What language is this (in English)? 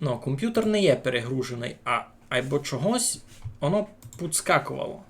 Rusyn